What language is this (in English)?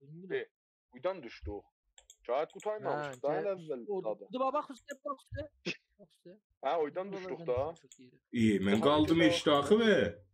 South Azerbaijani